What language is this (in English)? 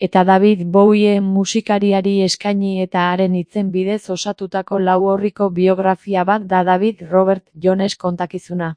Basque